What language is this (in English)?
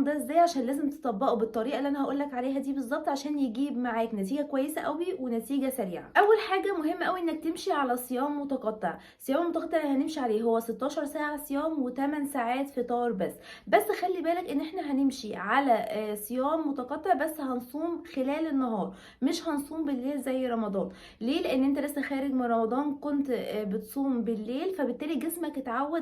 Egyptian Arabic